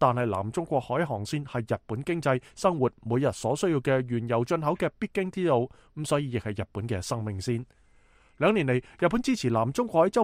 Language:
Cantonese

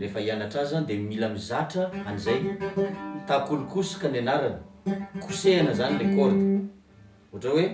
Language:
Malagasy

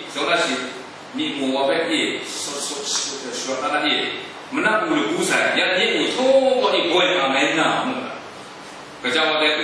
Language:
Kachin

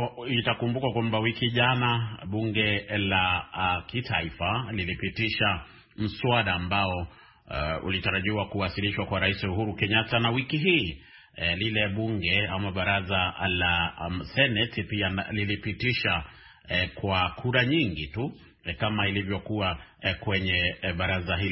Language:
Swahili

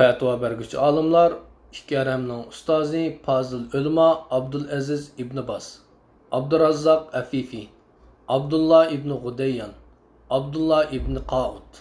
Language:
Uyghur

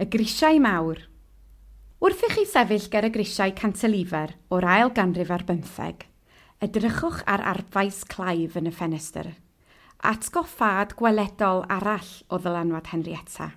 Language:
Welsh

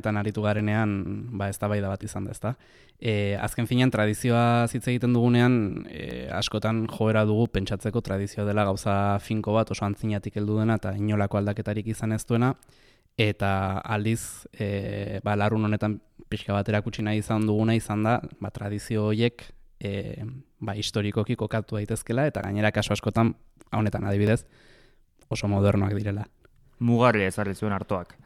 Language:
Basque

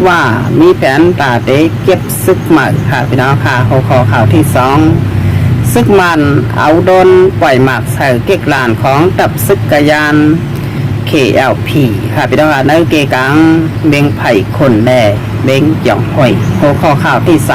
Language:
Shan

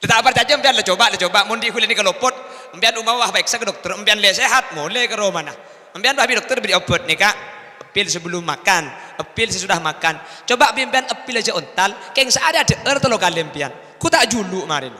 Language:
Madurese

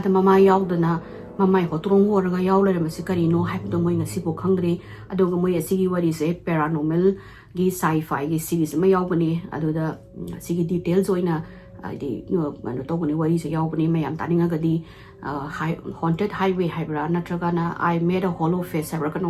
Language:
Manipuri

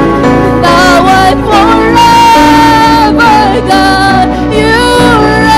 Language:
Waray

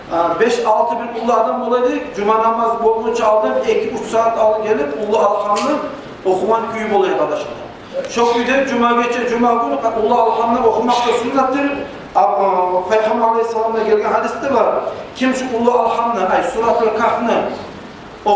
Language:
Kumyk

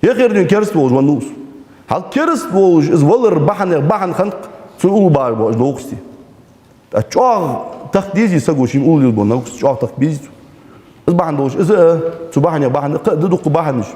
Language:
Ingush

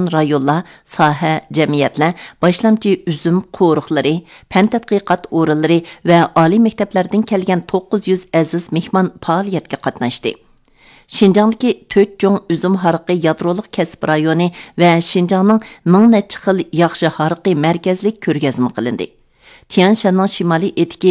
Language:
Uyghur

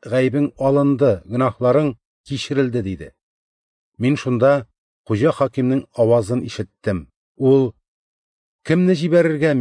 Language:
Tatar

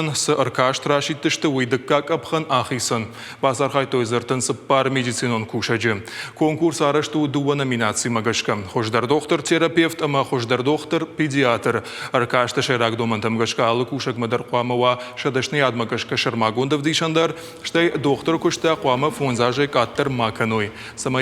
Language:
Ossetic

